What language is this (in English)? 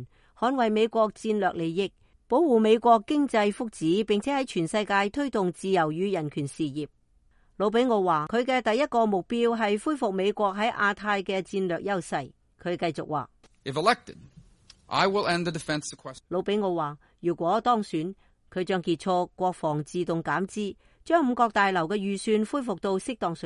Cantonese